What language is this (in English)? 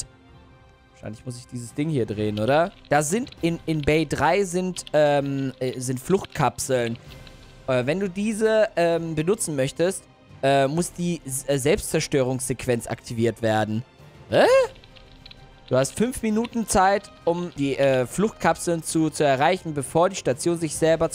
German